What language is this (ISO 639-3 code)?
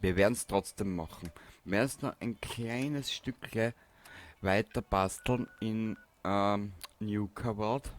bar